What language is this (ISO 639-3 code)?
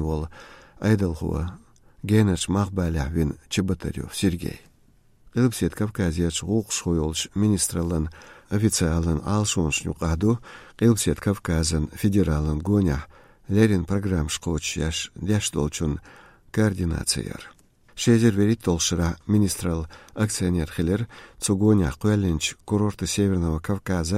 che